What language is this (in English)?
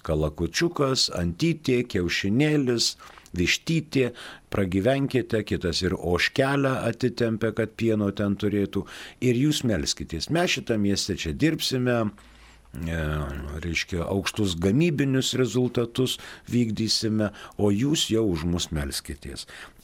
Lithuanian